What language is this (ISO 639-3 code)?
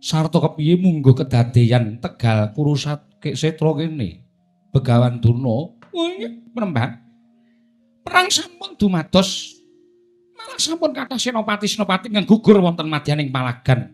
jav